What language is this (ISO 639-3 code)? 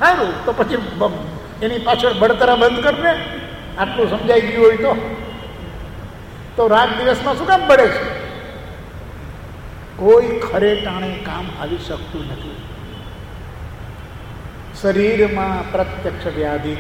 guj